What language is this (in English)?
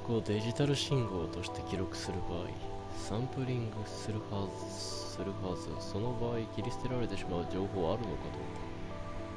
Japanese